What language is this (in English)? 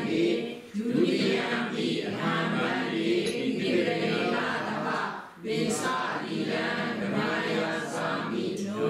Burmese